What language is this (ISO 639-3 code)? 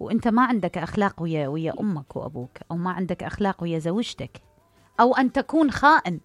acm